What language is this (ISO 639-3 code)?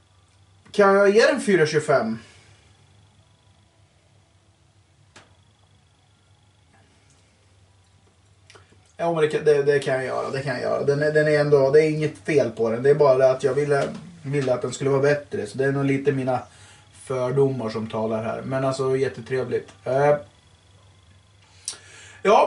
swe